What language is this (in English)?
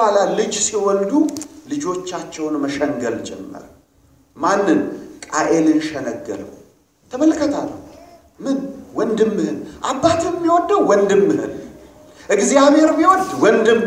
Amharic